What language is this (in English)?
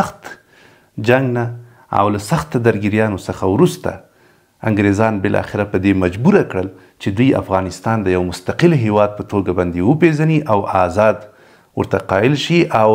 Pashto